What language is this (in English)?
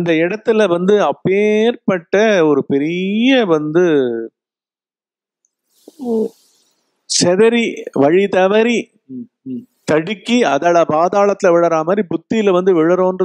Tamil